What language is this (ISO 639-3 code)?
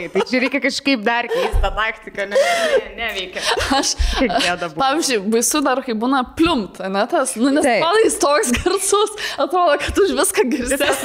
lit